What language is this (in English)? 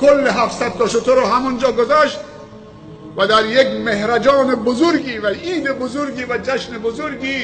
Tajik